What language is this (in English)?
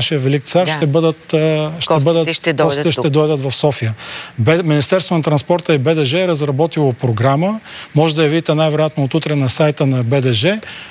Bulgarian